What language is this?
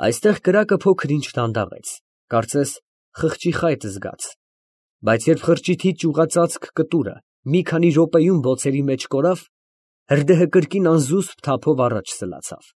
Armenian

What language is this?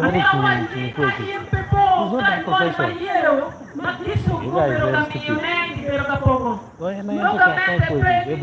Acoli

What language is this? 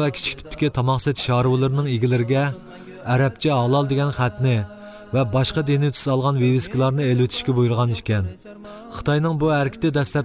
Uyghur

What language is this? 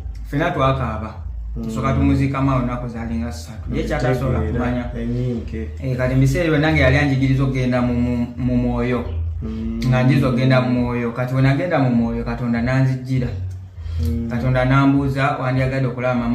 Ganda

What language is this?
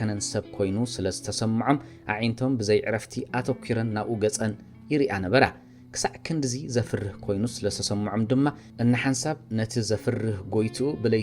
Tigrinya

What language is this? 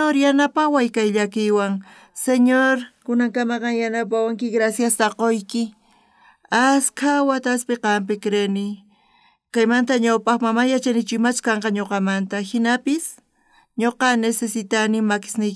South Bolivian Quechua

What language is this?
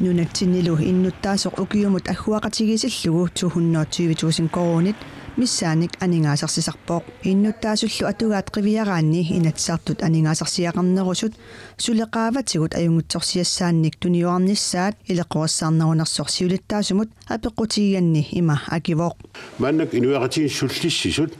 Kalaallisut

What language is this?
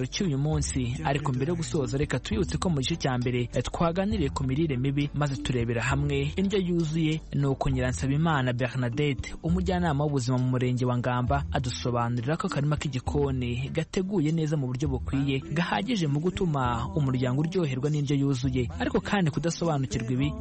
Kinyarwanda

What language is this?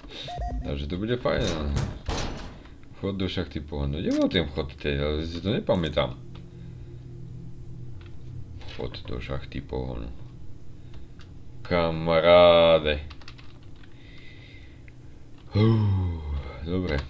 Slovak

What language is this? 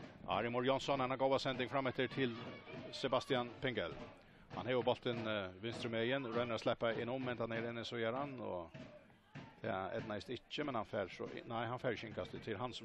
Faroese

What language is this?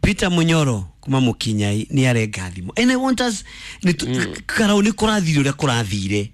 Kikuyu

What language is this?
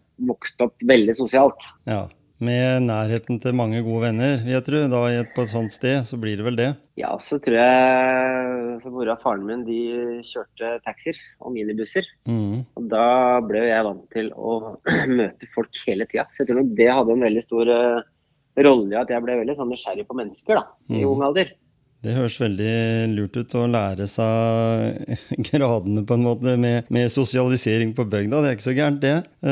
Norwegian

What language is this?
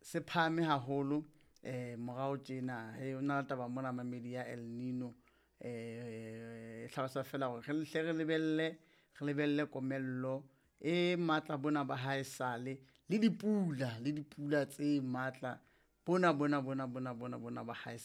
Southern Sotho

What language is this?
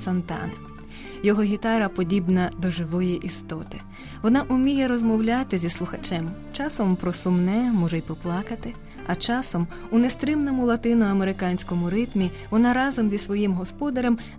Ukrainian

